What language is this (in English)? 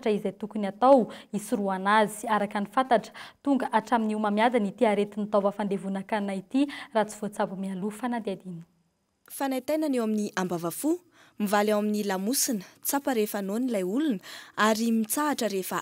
Malagasy